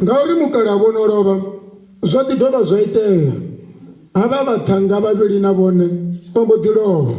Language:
Venda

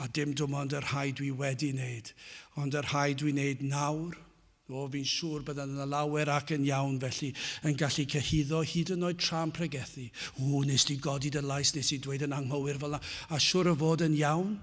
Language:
Welsh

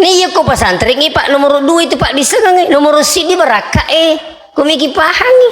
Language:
Buginese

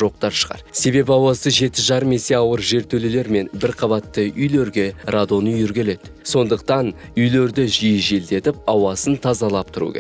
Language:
Kazakh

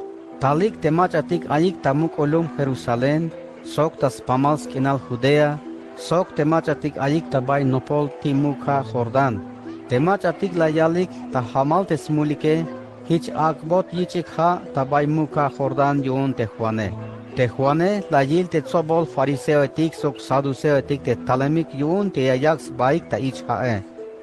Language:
Tzeltal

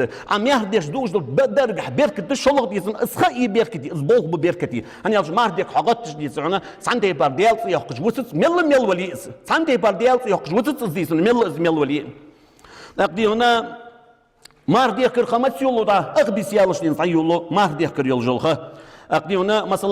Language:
Ingush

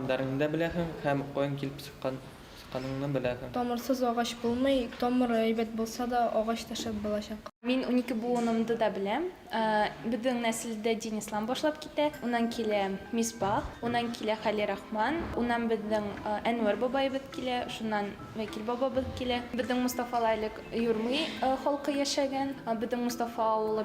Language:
Bashkir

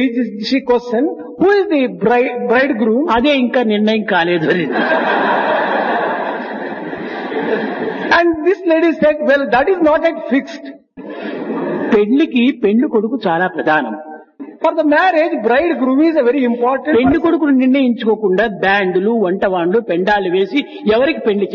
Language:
Telugu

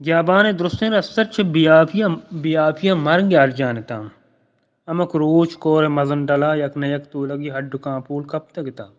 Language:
Eastern Balochi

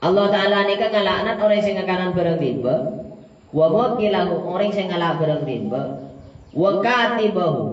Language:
Madurese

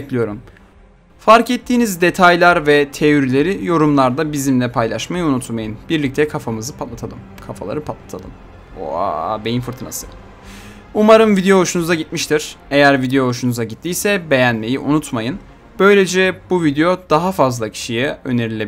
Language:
Turkish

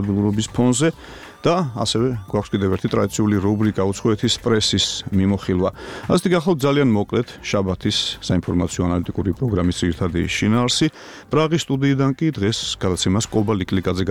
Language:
Georgian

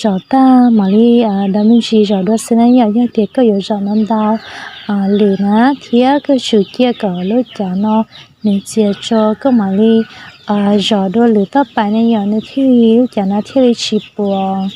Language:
Hmong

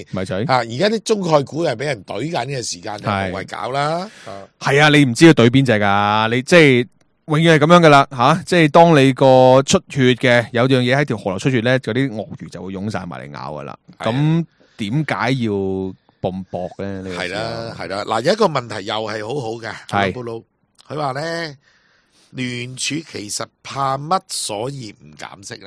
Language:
Cantonese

